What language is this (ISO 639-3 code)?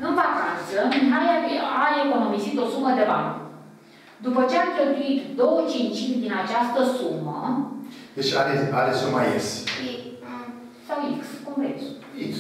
ron